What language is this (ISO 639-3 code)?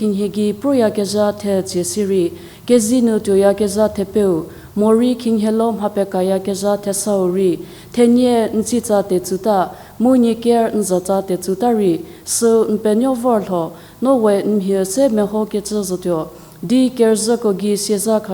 njm